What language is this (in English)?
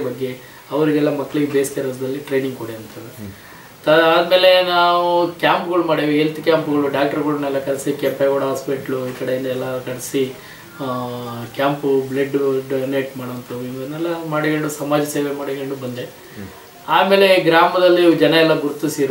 Kannada